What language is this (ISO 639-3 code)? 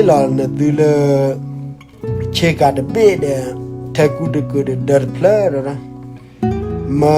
ksw